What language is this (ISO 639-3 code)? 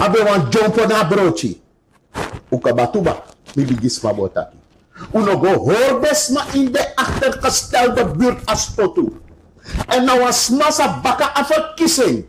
srn